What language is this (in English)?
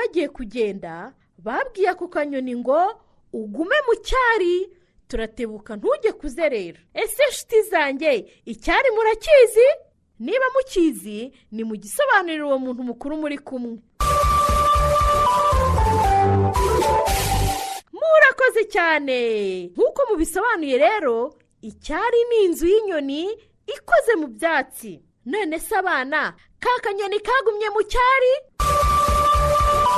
Kinyarwanda